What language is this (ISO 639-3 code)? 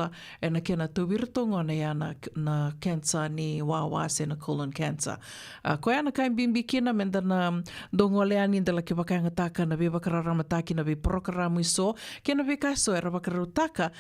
fij